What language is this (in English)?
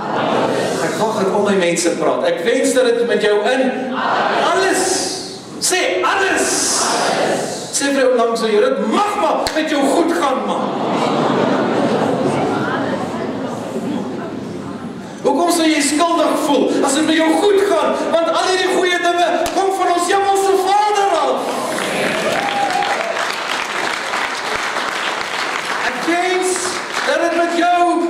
Afrikaans